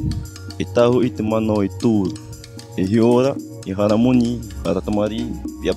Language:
Tahitian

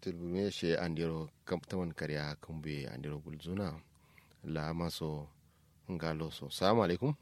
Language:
Kanuri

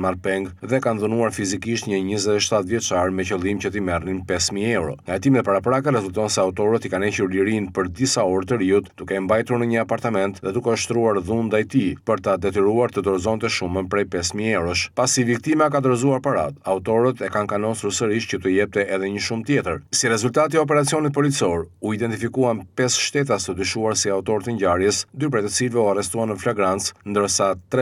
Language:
Albanian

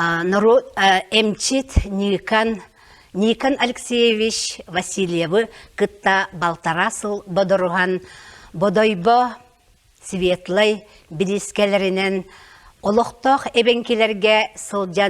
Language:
Yakut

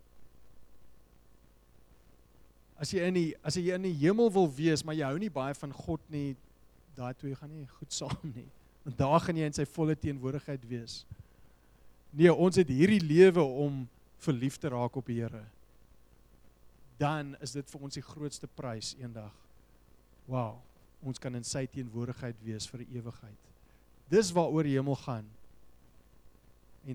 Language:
Afrikaans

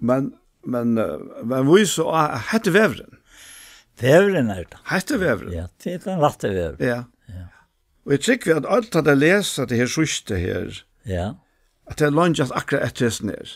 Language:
Faroese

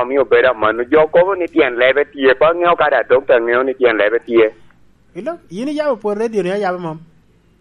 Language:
Lango (Uganda)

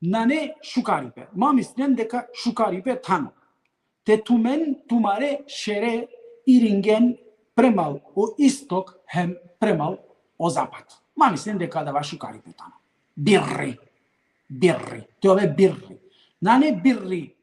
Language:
Balkan Romani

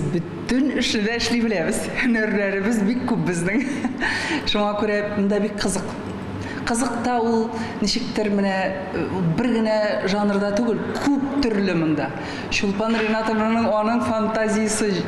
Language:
Tatar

